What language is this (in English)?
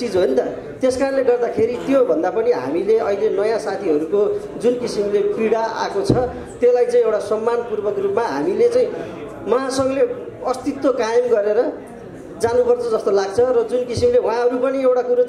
Nepali